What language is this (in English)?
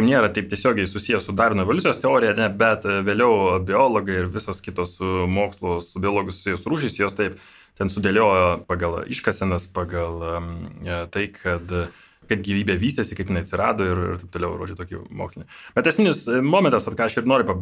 Lithuanian